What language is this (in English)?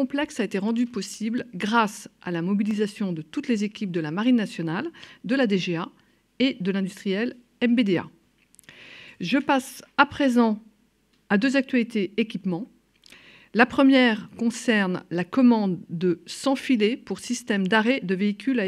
French